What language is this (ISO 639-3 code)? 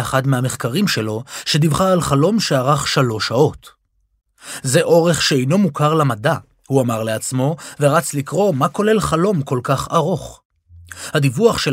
heb